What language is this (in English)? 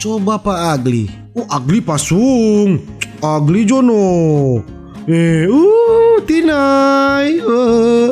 Manado Malay